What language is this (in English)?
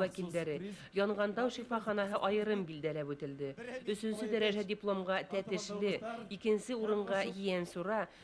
Bashkir